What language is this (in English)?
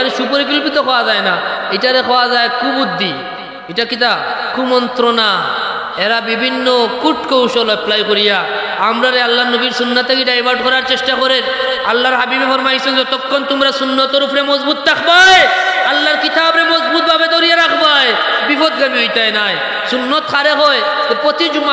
Sylheti